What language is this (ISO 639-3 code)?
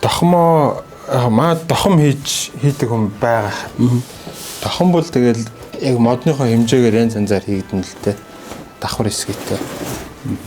mon